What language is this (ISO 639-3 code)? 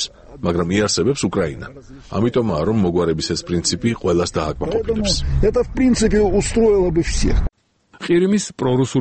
kat